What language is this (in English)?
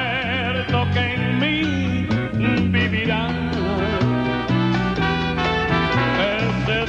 Spanish